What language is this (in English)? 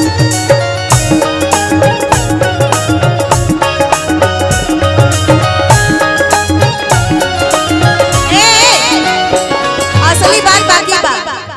Bhojpuri